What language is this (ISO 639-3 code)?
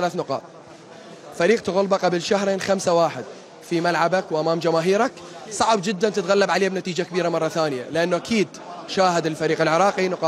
acm